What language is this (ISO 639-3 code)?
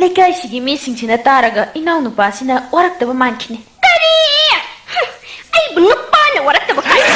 mni